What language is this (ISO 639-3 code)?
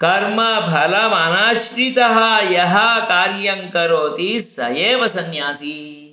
san